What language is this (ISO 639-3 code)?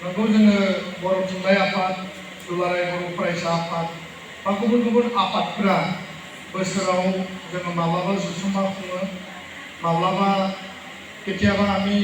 brx